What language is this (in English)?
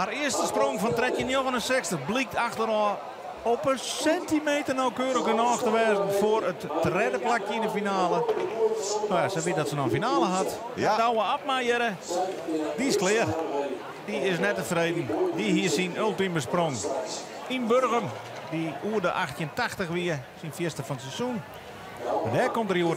Western Frisian